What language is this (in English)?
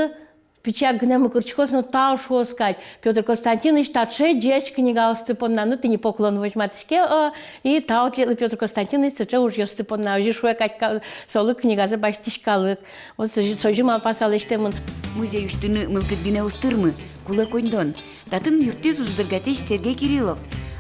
Udmurt